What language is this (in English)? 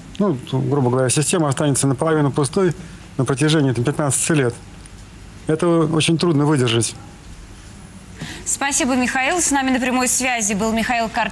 Russian